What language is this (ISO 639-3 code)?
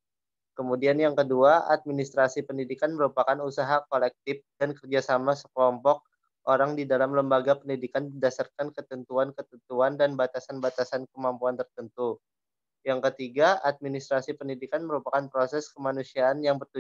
ind